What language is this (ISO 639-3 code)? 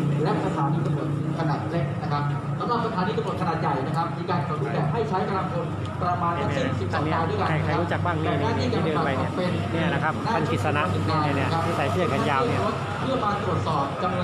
tha